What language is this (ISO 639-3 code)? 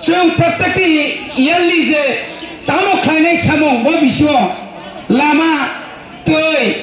trp